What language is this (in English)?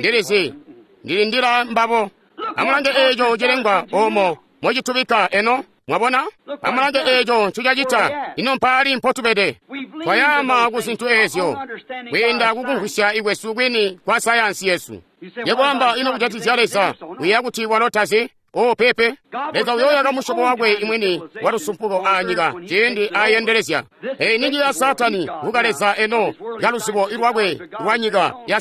Tonga (Zambia)